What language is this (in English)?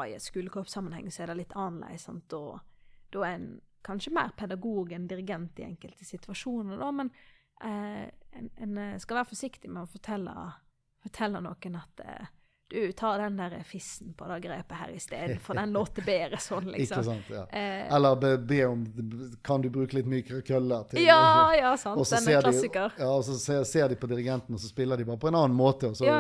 Norwegian